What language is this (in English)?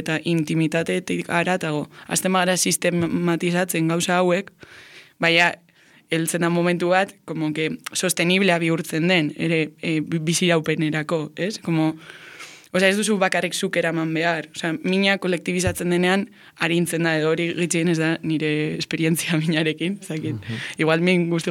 Basque